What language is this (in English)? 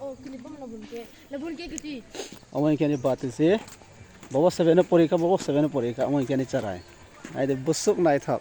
Kok Borok